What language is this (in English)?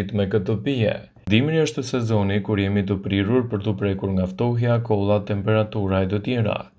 Albanian